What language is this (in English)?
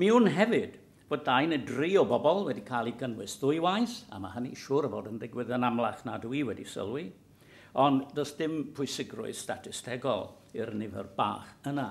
Welsh